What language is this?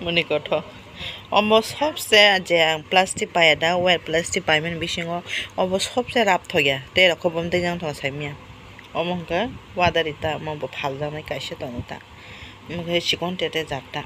Kok Borok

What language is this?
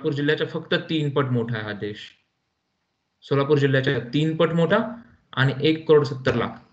Marathi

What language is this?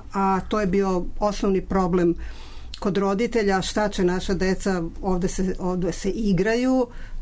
Serbian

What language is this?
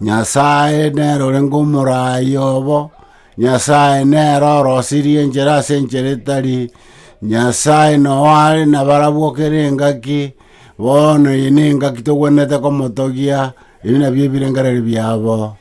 Gusii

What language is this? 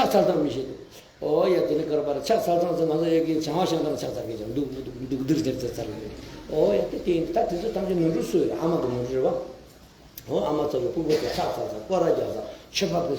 Tibetan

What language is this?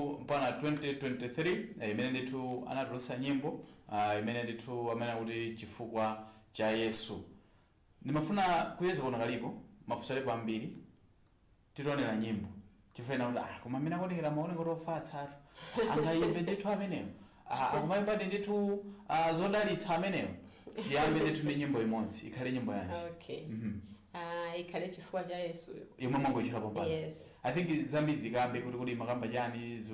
Nyanja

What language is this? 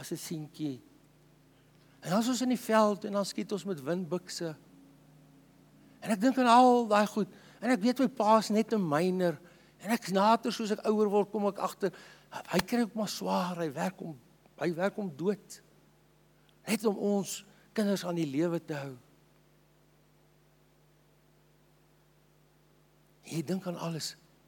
Afrikaans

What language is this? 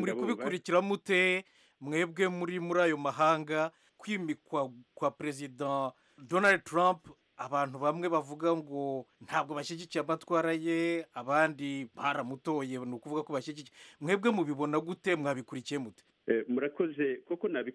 Kinyarwanda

